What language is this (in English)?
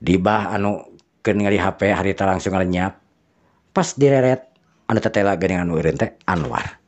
Sundanese